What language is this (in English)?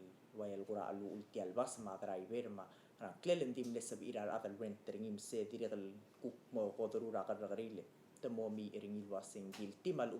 Palauan